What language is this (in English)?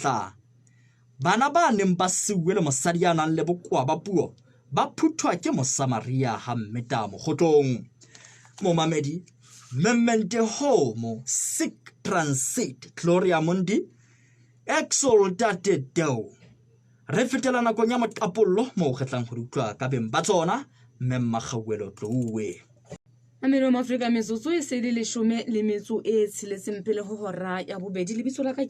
Southern Sotho